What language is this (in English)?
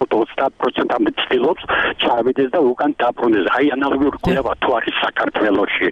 Georgian